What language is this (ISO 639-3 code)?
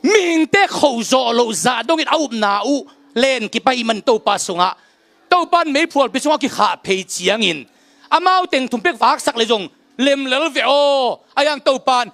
ctd